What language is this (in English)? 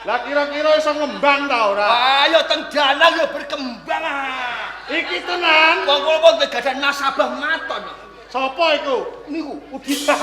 Javanese